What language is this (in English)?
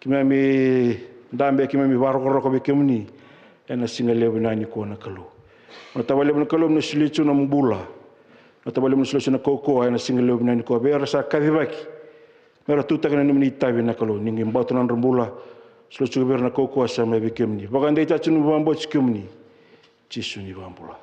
Fijian